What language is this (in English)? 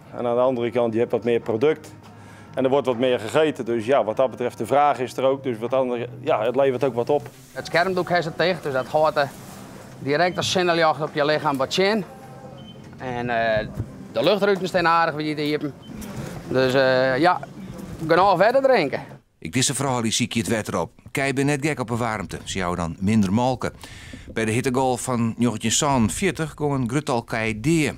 Western Frisian